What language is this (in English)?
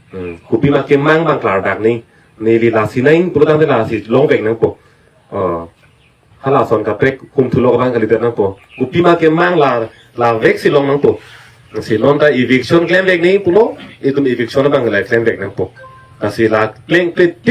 Karbi